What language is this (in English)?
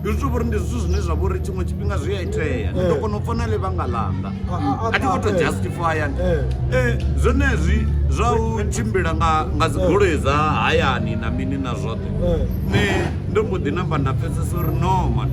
Venda